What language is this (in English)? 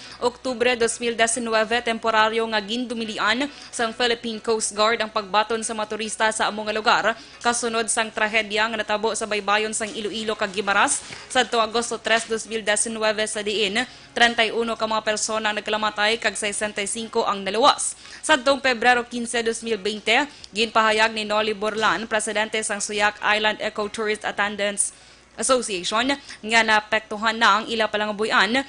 Hiligaynon